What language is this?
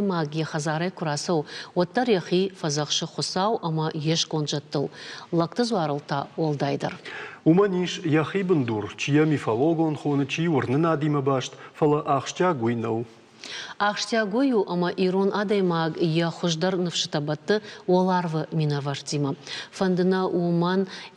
Ossetic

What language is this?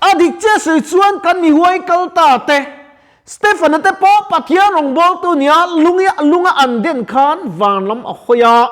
Mizo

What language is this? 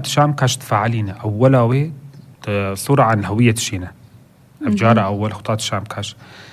North Levantine Arabic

